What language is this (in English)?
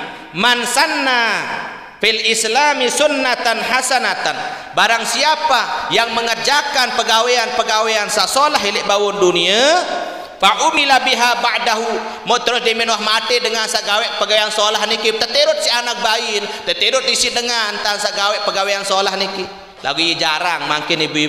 Sasak